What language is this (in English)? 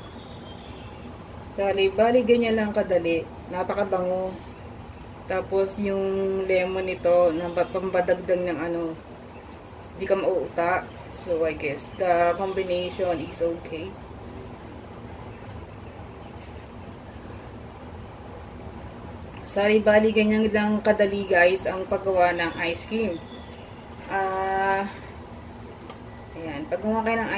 Filipino